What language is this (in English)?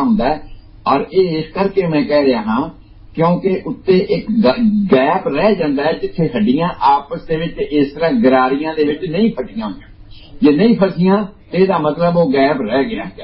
Punjabi